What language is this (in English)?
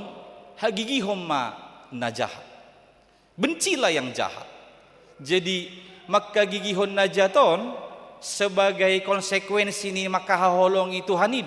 Batak Toba